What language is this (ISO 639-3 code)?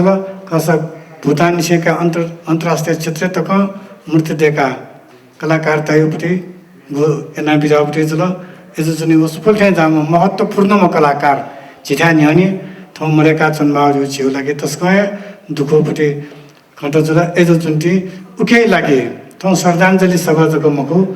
new